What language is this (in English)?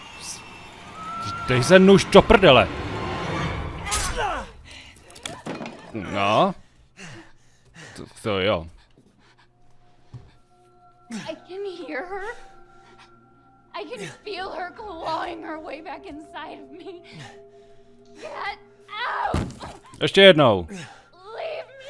Czech